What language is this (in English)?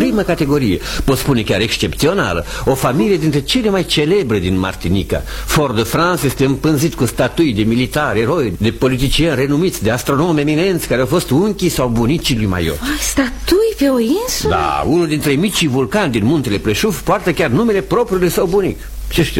Romanian